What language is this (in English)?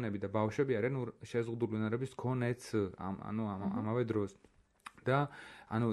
Georgian